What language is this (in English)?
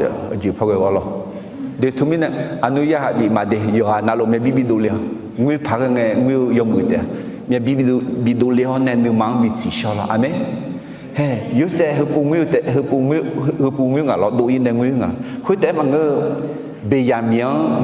Akha